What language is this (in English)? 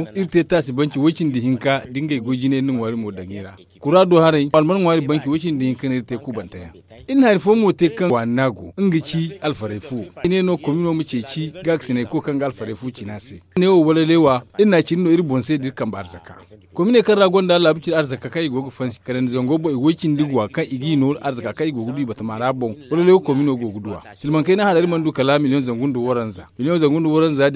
Zarma